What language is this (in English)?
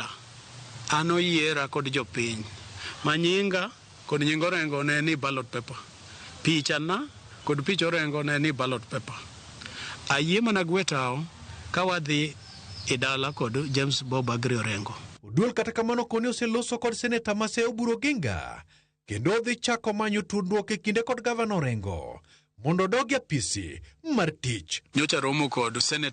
Luo (Kenya and Tanzania)